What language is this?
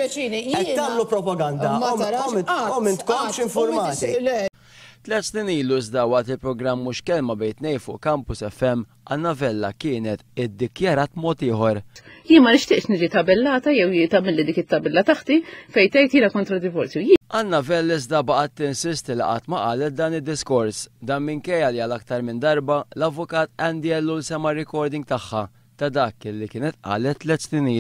Maltese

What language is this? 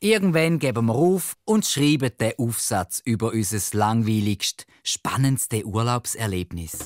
Swiss German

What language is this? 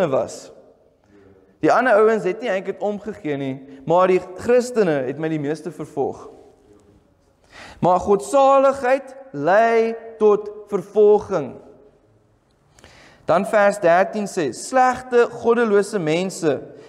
Afrikaans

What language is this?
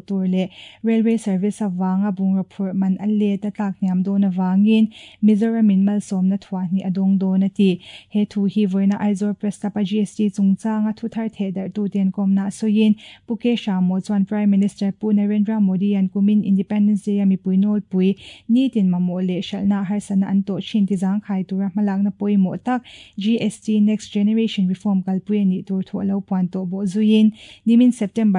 Mizo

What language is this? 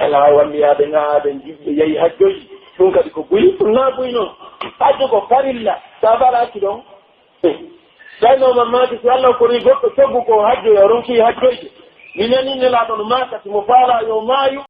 Pular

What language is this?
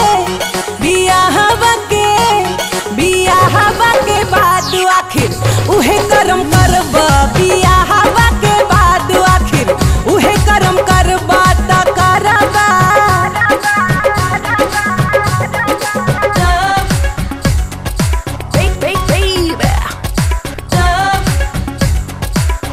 Bhojpuri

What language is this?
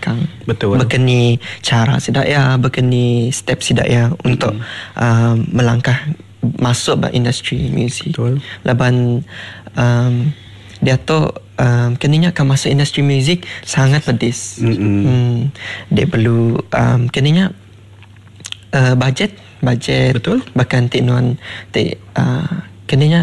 Malay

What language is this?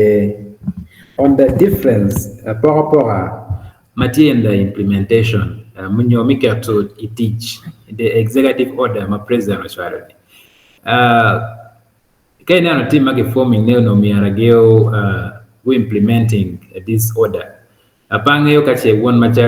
Acoli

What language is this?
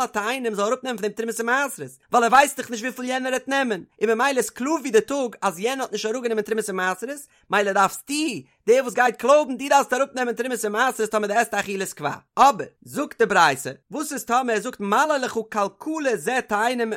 Yiddish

